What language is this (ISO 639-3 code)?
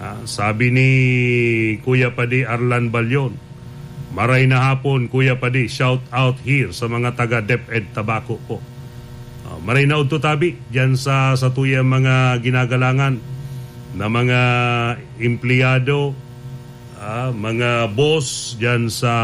bik